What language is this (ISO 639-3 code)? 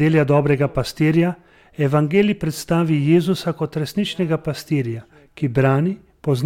slv